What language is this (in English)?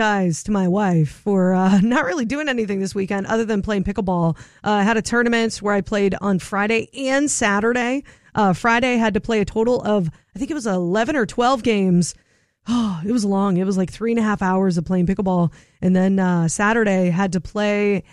English